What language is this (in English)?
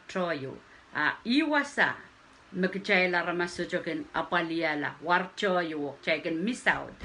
Pohnpeian